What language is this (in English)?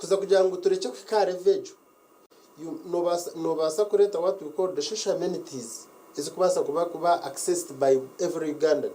Nyankole